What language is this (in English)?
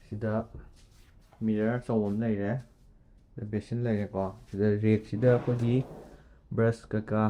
Manipuri